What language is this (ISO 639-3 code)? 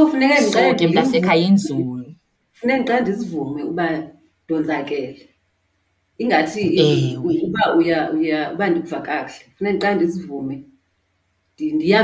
xho